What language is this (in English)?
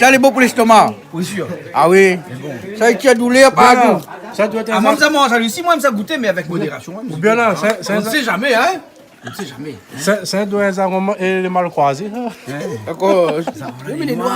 Réunion Creole French